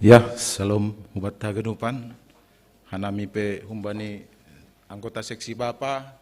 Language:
Batak Simalungun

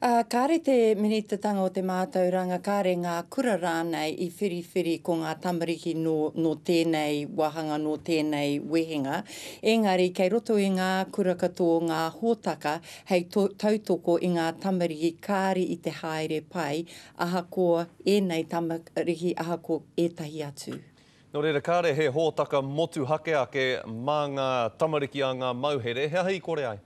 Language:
Māori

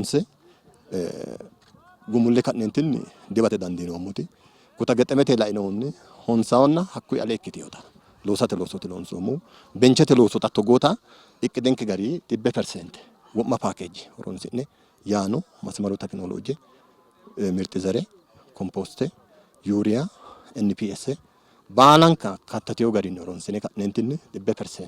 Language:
Sidamo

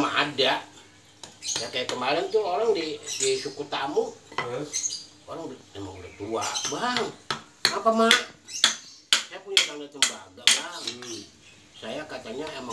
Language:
Betawi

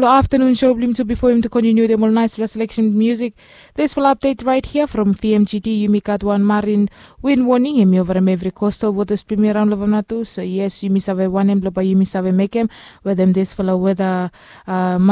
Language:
Bislama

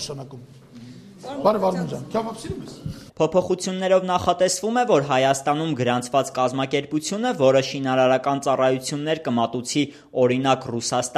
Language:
Armenian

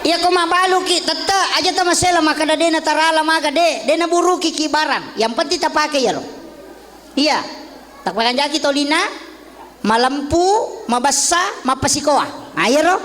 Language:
Buginese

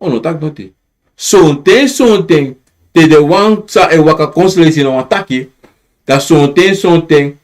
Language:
Sranan Tongo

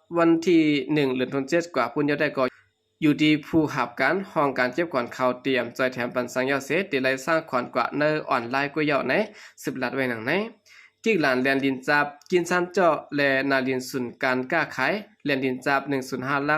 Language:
Shan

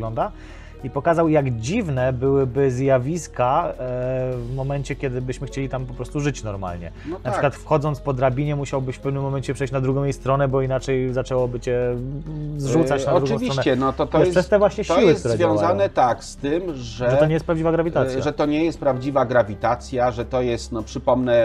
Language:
Polish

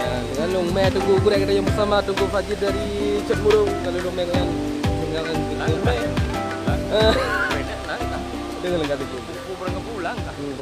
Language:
Achinese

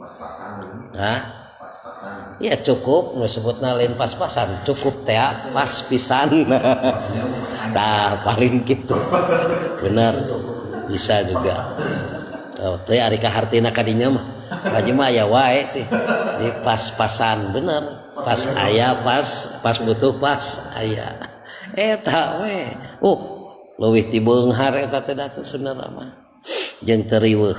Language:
Sundanese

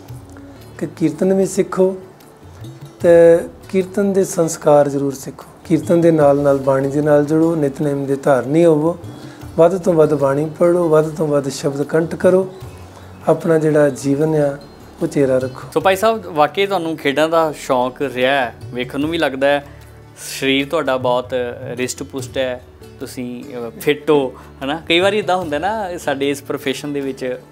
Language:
Punjabi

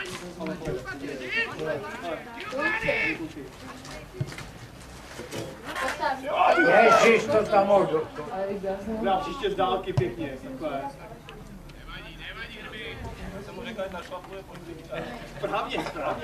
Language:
Czech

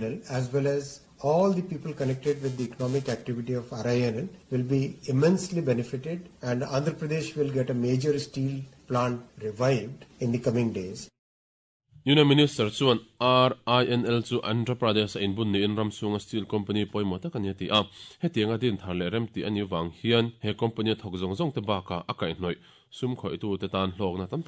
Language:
Mizo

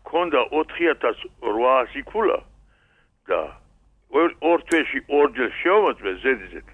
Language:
Georgian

